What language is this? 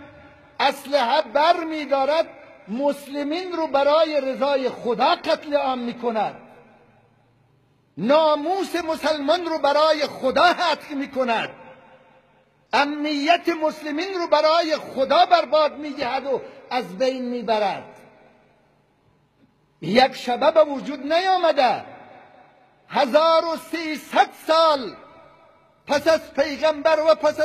Persian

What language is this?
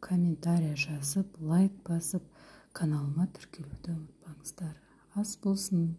Kazakh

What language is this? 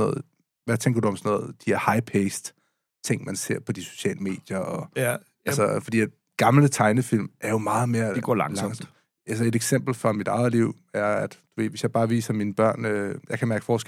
Danish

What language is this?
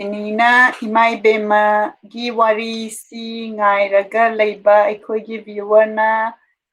Manipuri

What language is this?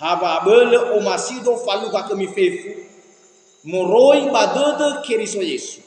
Nias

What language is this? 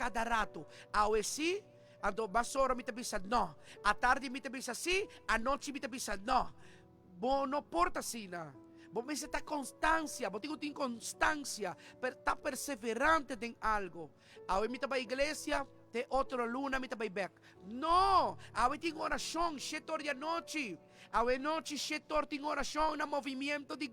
Papiamento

